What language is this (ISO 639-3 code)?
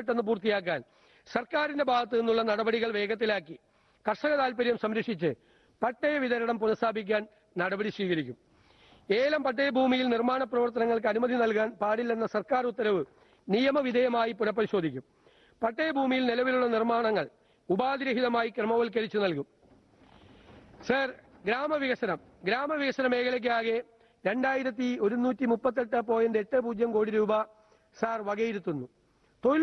mal